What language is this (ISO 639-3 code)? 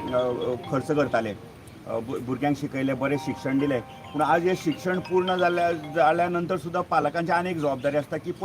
kok